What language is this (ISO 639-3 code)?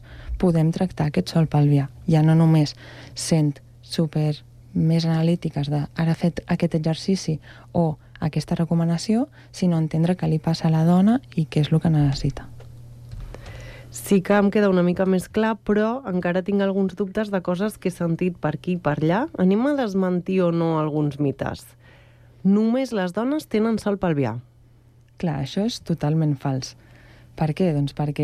cat